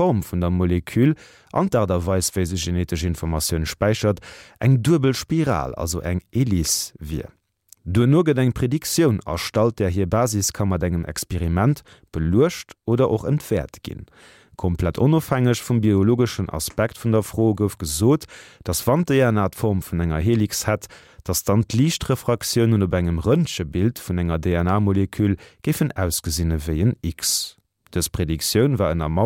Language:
Luxembourgish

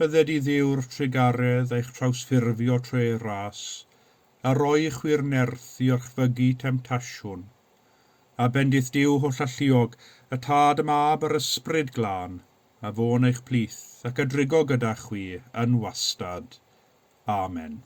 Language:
Welsh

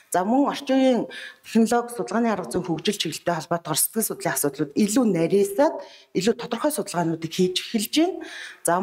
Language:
Mongolian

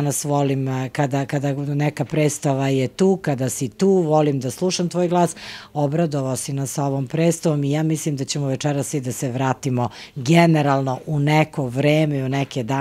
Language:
Serbian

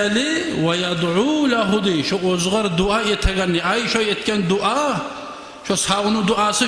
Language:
Kumyk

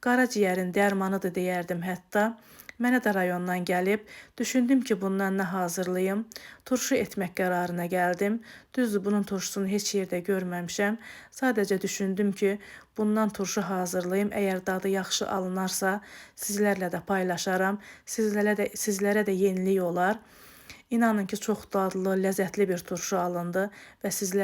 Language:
Azerbaijani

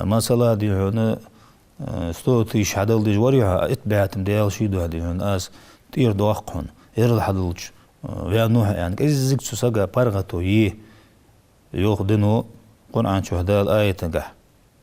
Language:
Ingush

